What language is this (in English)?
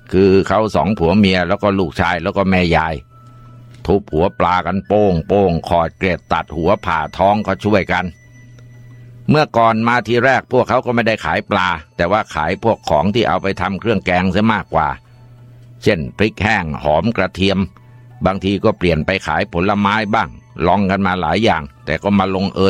Thai